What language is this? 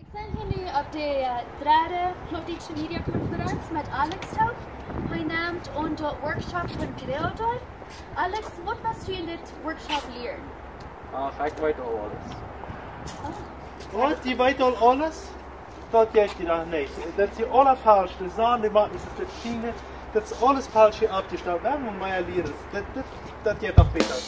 Plautdietsch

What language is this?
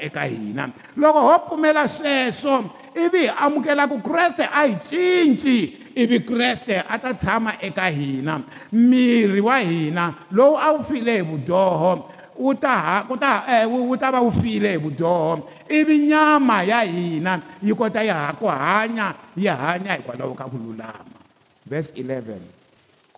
Tsonga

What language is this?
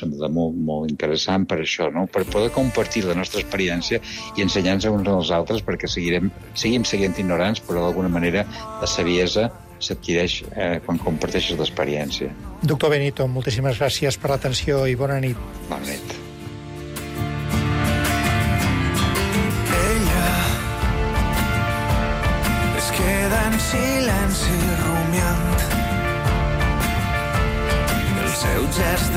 Catalan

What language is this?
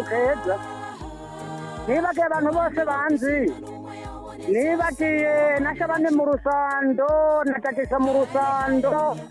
Rundi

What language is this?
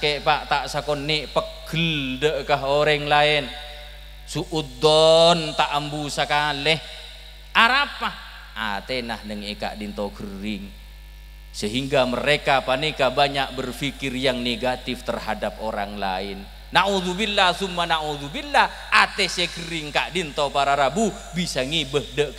Madurese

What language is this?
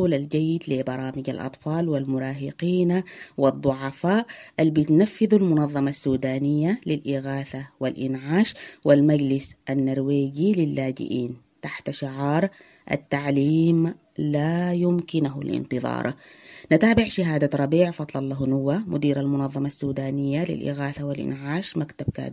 Sudanese Arabic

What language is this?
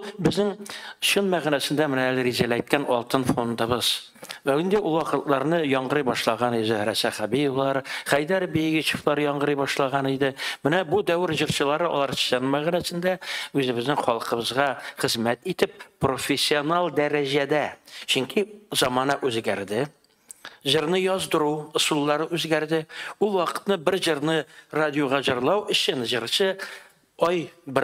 Tatar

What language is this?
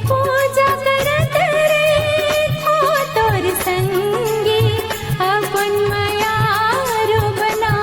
Chhattisgarhi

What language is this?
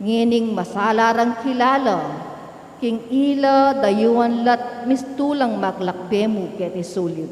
Pampanga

